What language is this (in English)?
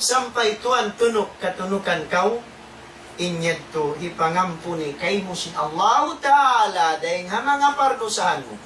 Tausug